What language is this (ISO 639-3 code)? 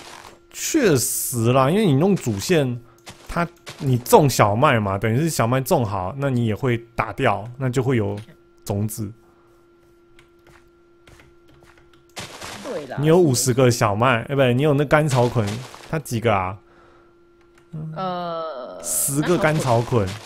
zho